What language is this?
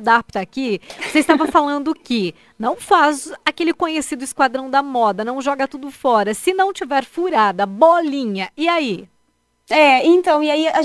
Portuguese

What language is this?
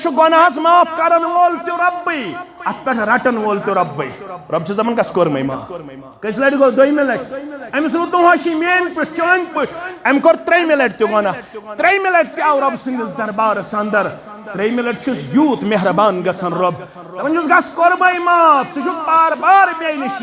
Kashmiri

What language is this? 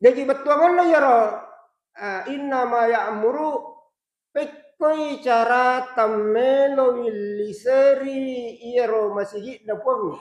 Buginese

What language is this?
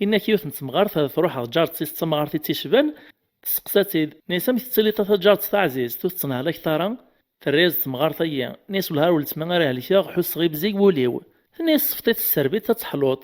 Kabyle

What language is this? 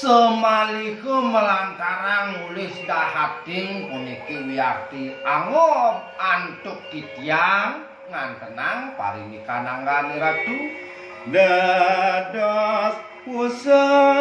Balinese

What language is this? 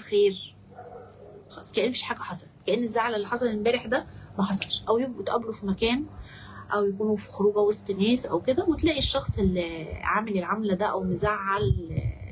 Egyptian Arabic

